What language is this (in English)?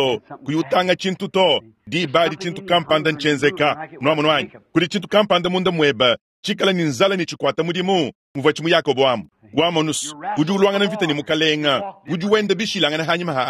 Luba-Lulua